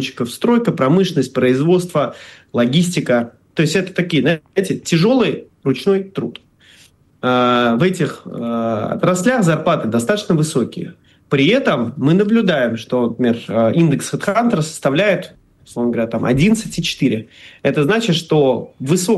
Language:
Russian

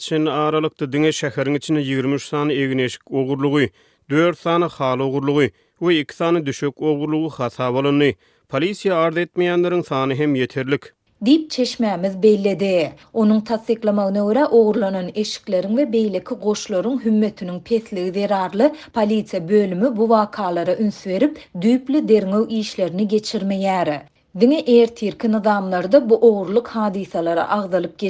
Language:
Turkmen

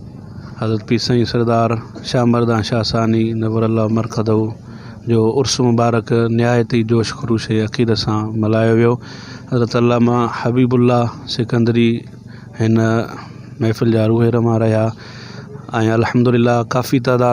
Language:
Sindhi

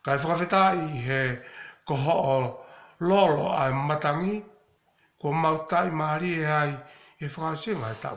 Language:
Tongan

